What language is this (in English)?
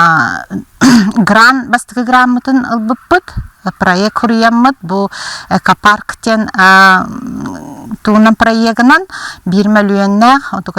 Yakut